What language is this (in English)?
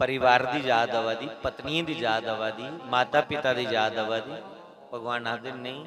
Dogri